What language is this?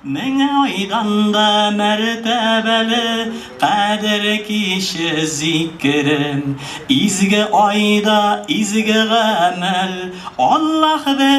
Tatar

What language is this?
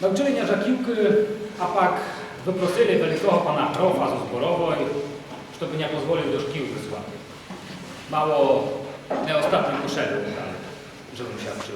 Rusyn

